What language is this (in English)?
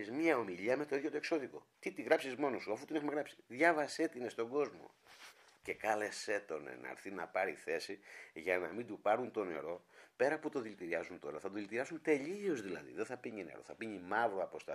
Greek